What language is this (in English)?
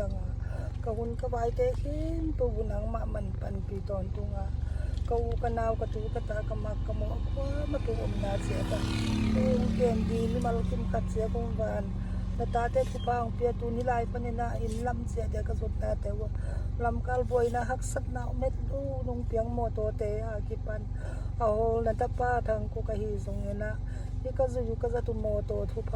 Tedim Chin